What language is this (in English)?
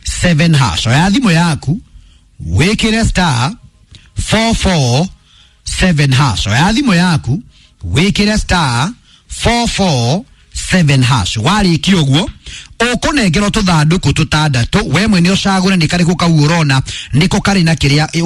Kikuyu